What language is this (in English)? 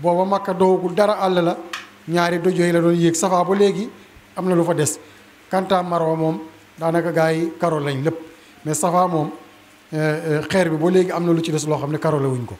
Wolof